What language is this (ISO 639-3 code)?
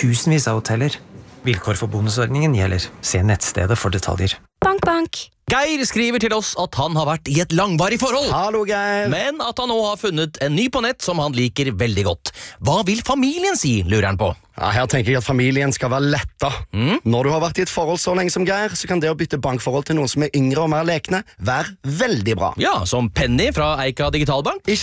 nor